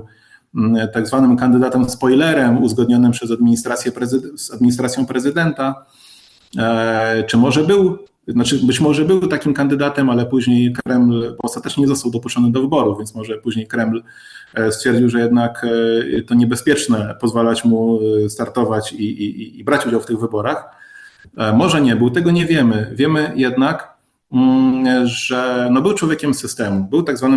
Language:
Polish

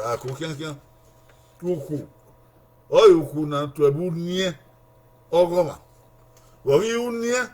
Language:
Bini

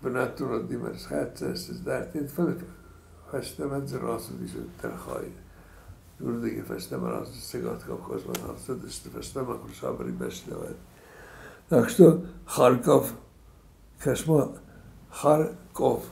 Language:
Ossetic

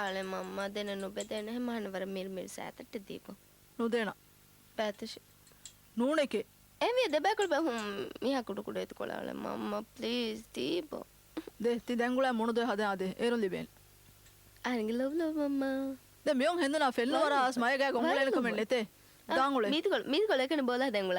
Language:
Divehi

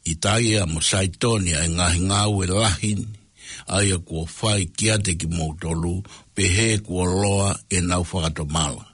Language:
Tongan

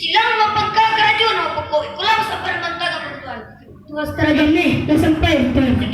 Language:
Minangkabau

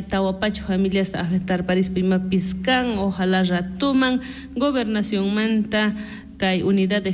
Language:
South Bolivian Quechua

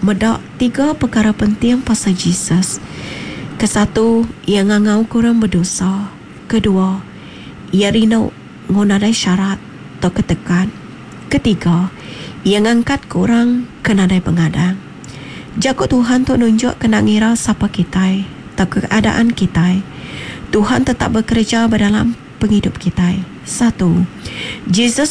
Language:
Iban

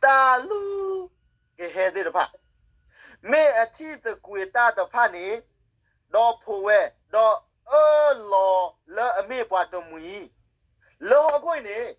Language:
S'gaw Karen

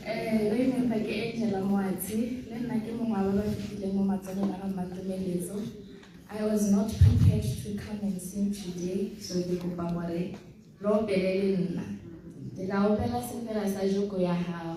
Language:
Tswana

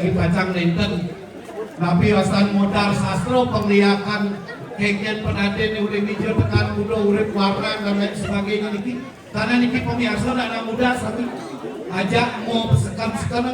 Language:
Balinese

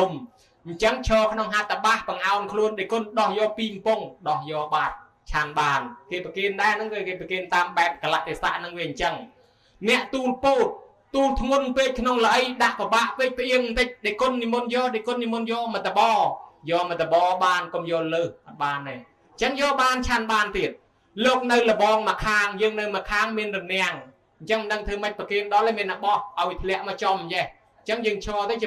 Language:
Khmer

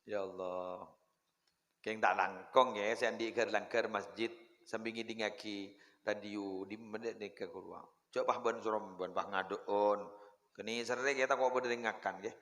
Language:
Madurese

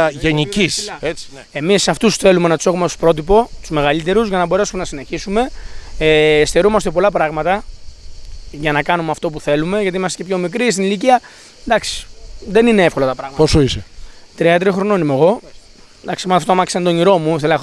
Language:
Greek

